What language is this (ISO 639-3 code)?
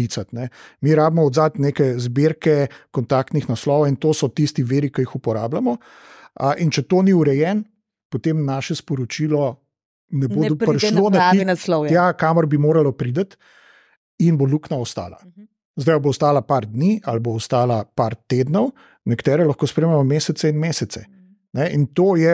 slv